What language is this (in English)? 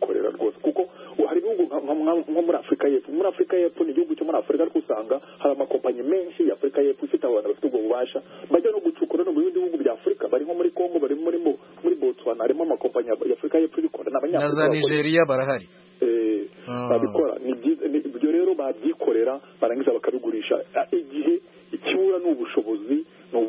Kinyarwanda